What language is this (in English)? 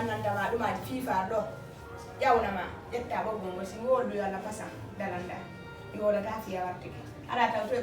Fula